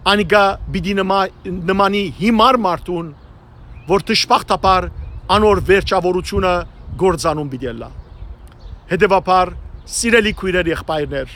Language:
Western Armenian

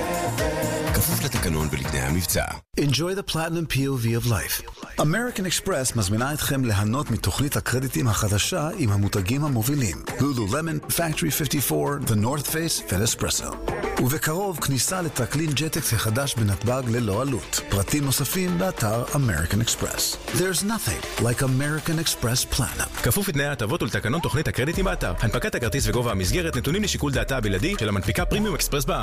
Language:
Hebrew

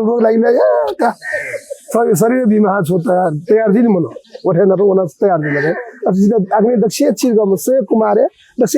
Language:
Newari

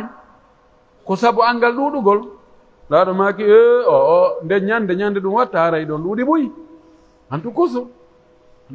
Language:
Pular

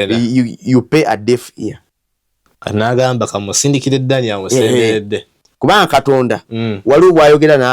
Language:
Ganda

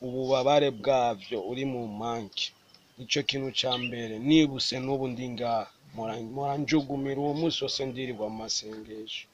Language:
Rundi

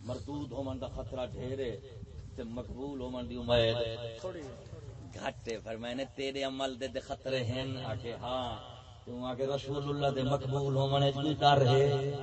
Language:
Saraiki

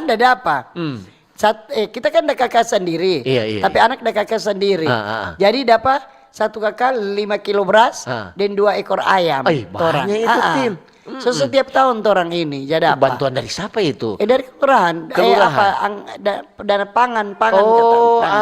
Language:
Manado Malay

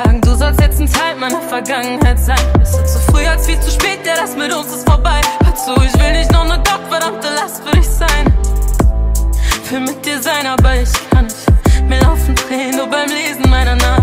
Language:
German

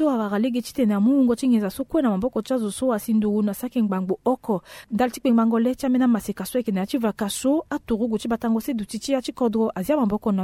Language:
Sango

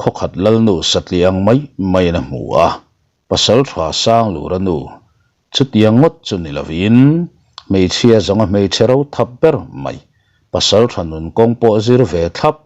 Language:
Mizo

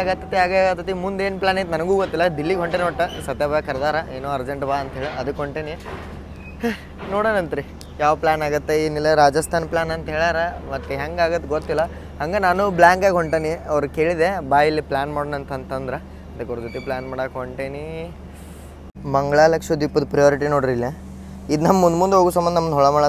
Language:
Kannada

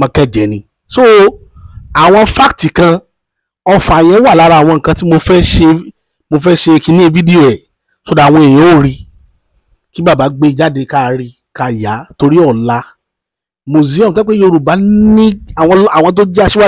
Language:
Yoruba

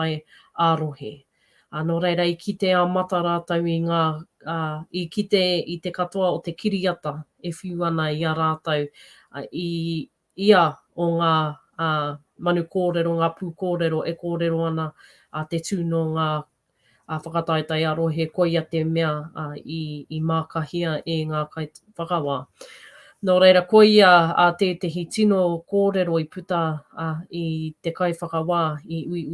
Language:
Māori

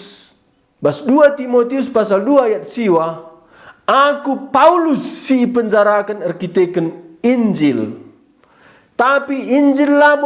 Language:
Batak Karo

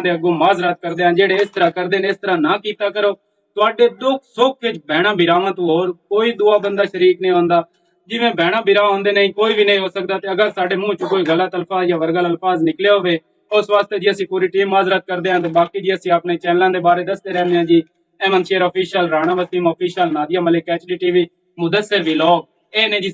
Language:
Western Panjabi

